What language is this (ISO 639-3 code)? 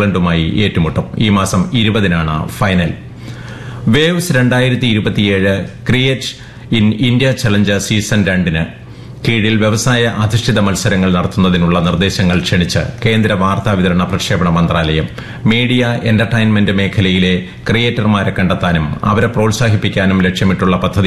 mal